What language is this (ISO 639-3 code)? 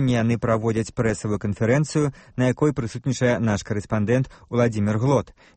bel